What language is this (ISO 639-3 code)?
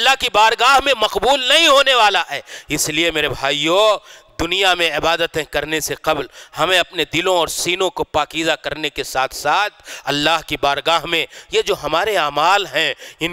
urd